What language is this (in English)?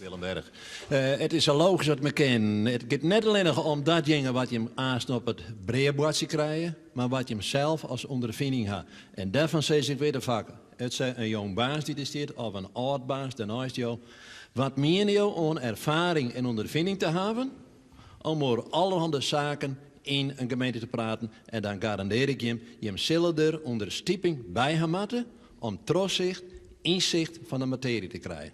Western Frisian